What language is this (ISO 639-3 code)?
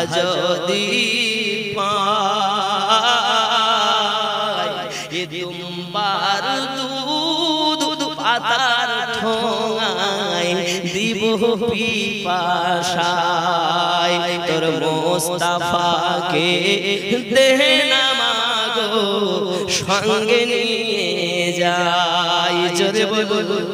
ben